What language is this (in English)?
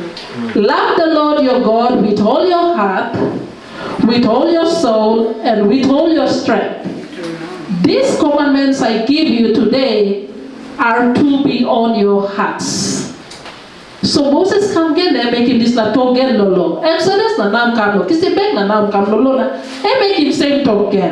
Tok Pisin